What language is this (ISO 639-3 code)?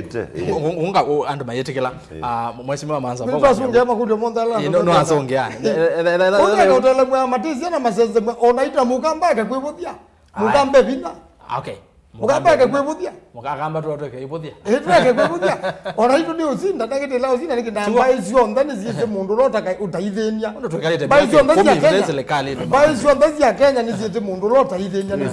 kam